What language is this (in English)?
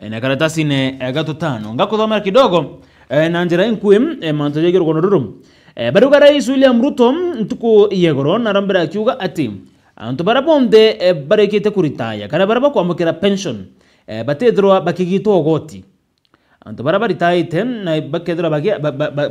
Meru